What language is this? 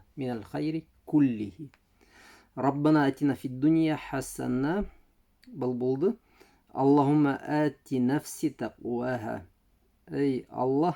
Bashkir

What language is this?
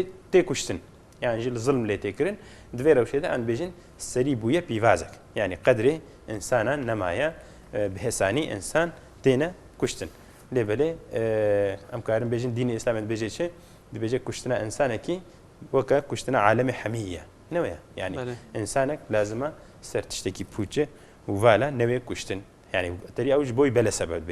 Kurdish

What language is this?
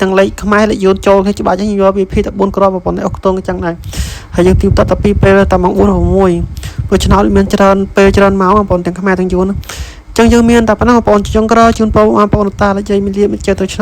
Khmer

